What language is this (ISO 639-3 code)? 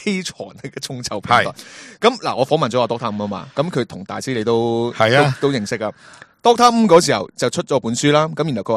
yue